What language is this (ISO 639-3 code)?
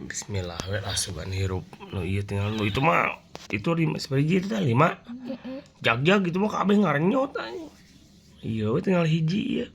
sun